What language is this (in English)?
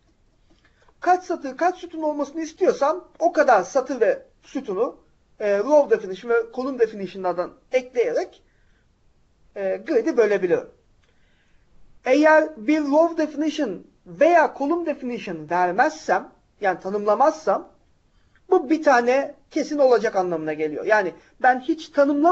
Turkish